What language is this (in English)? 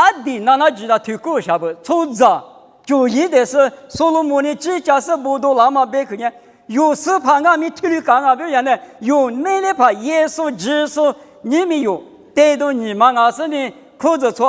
Lisu